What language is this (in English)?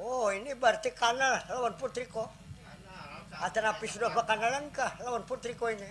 Banjar